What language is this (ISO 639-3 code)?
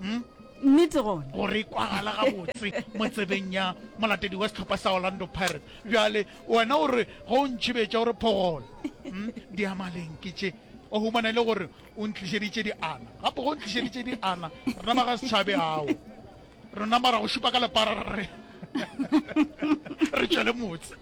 nso